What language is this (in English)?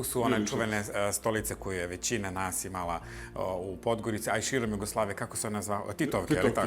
Bosnian